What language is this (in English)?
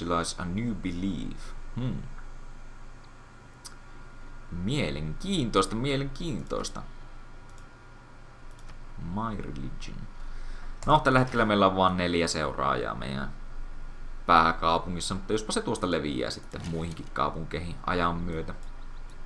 Finnish